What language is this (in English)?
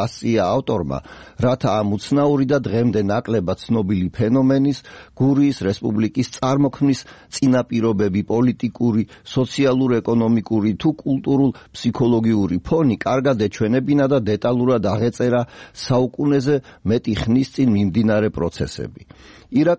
Georgian